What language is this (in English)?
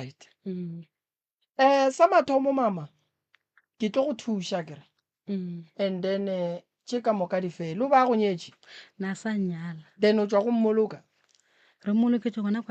Northern Sotho